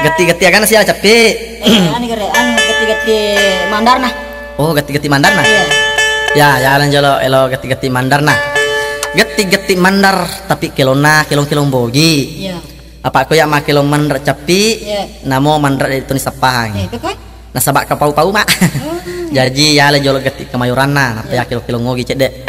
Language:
Buginese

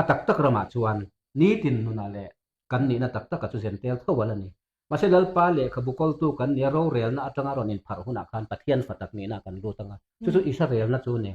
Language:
Mizo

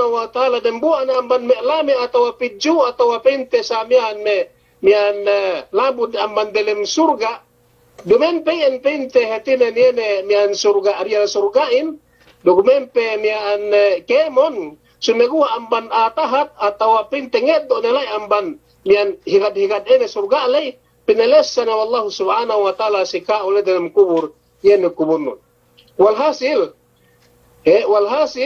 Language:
Yakan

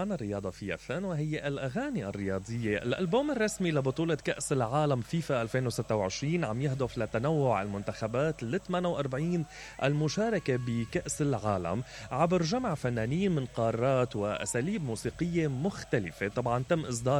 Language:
Mesopotamian Arabic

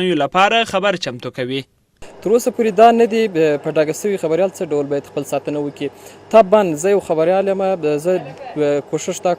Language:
Pashto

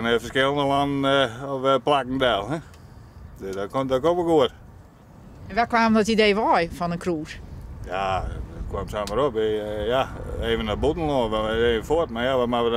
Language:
Western Frisian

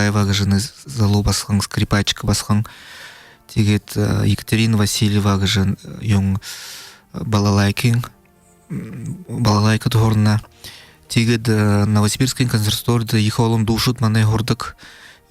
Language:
Buriat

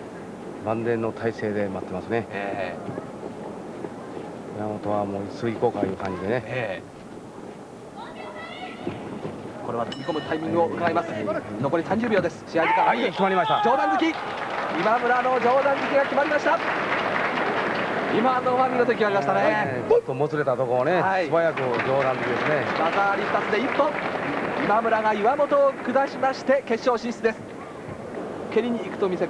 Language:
Japanese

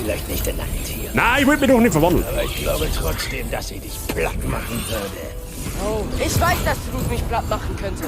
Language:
Bavarian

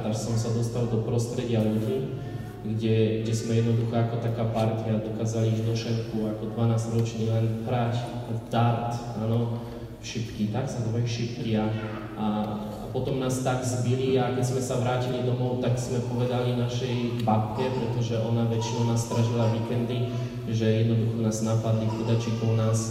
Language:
Slovak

